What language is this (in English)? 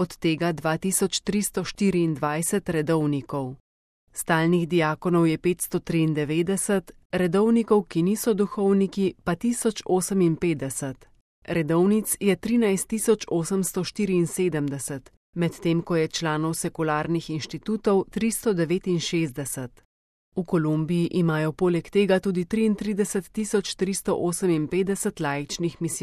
Slovenian